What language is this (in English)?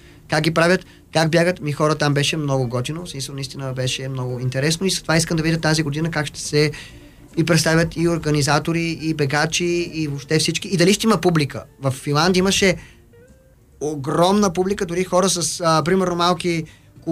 Bulgarian